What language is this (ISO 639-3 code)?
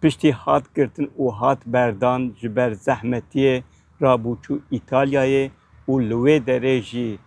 kur